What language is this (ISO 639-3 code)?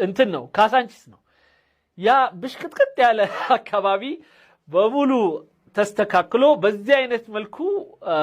amh